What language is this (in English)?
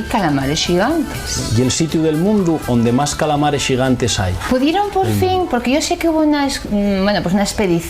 Asturian